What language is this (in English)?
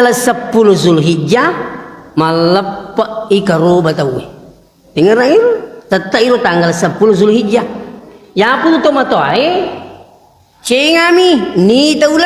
Buginese